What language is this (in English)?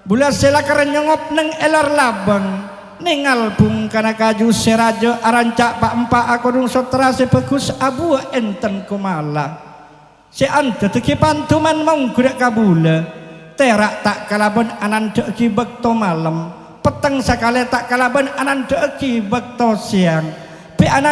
Madurese